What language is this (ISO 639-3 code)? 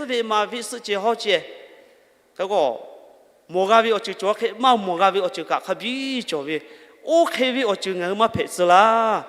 lhu